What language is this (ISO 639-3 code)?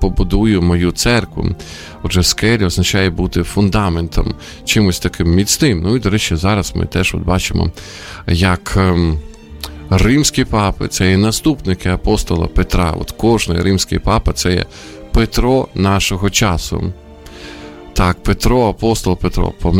ukr